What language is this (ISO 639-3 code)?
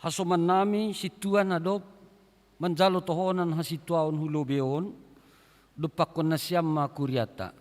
bts